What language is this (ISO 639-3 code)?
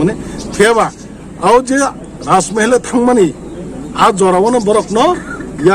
trp